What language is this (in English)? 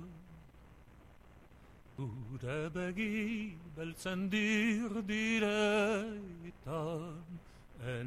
Basque